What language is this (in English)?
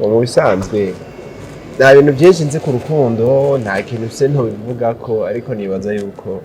Rundi